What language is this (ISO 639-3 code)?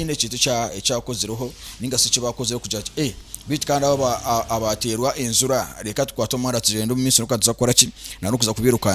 nyn